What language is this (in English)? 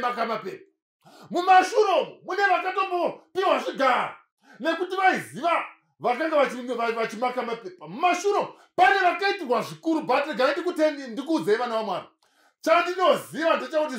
Shona